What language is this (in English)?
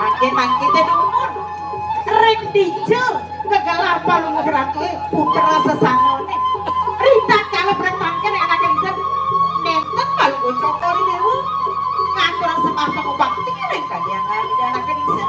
Balinese